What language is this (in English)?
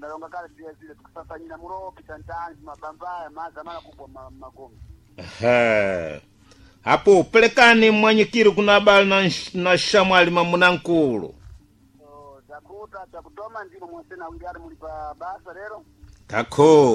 Sena